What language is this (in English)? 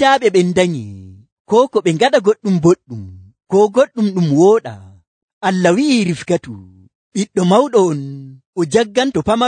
Nigerian Fulfulde